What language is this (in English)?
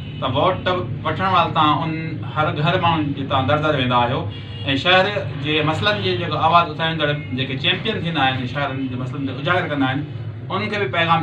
Sindhi